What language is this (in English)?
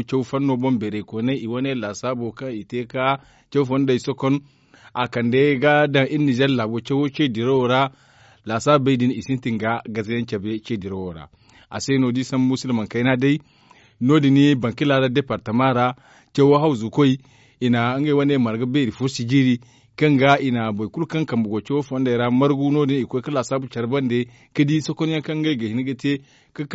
Zarma